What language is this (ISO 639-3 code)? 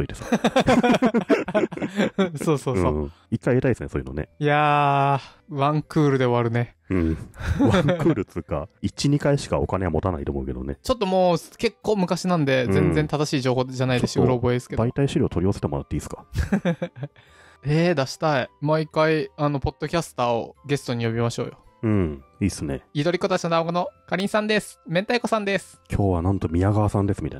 jpn